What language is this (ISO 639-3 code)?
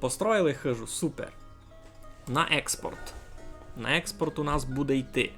rue